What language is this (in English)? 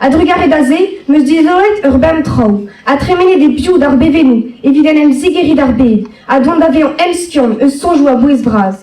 Breton